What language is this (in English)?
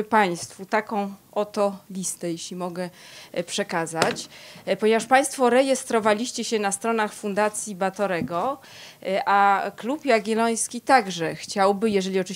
Polish